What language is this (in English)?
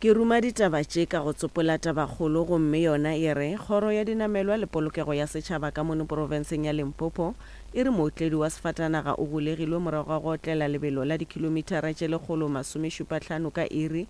Northern Sotho